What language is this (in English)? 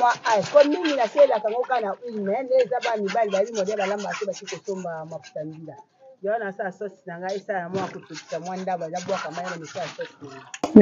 Lingala